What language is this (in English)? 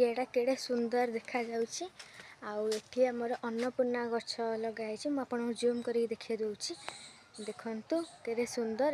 Odia